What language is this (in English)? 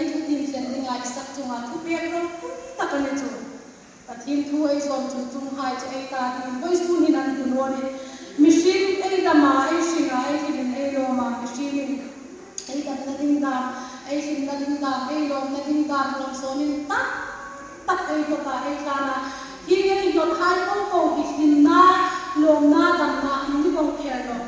Hmar